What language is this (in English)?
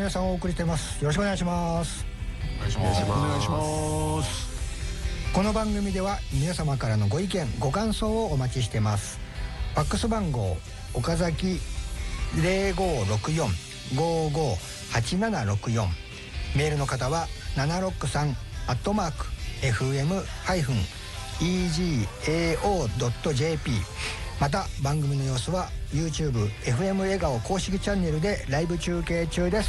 Japanese